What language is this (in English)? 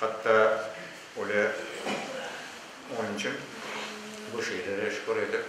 Crimean Tatar